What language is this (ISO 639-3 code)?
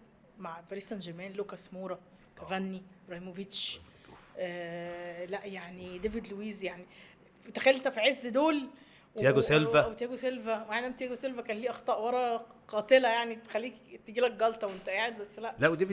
arz